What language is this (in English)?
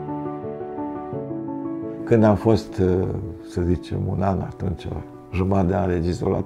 Romanian